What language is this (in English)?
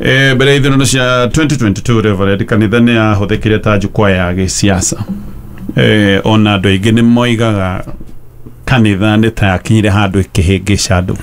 Kikuyu